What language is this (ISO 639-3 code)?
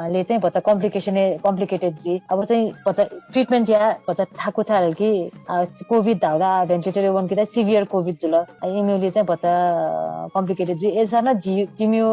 new